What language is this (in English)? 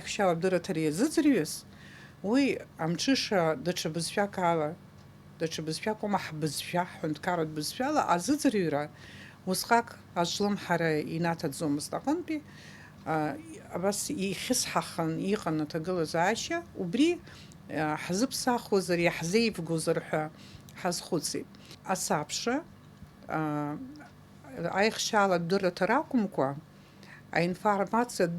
Abkhazian